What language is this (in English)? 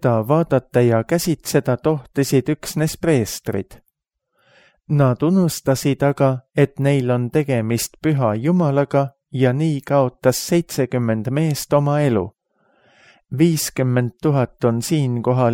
Estonian